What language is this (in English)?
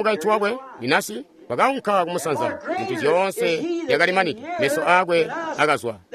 Tonga (Zambia)